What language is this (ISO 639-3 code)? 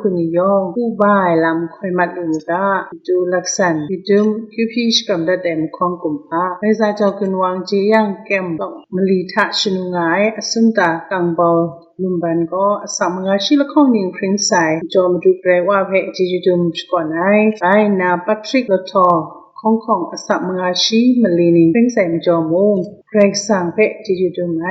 kac